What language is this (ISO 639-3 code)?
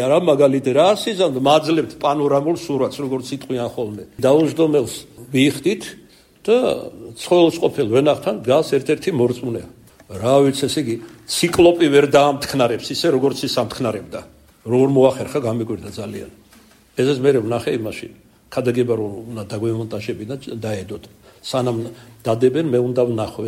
kat